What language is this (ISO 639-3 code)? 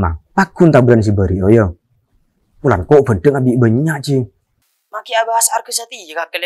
mad